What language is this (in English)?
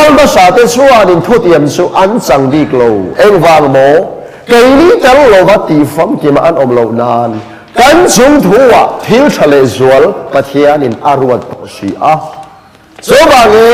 Mizo